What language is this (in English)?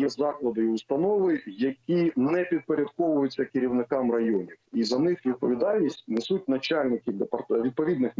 Ukrainian